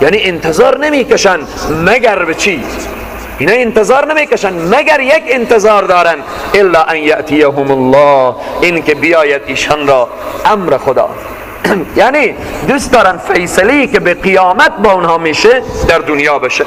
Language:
Persian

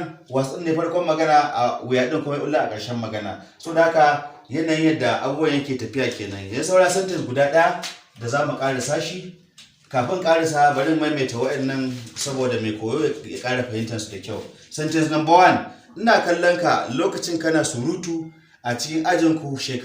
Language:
Hausa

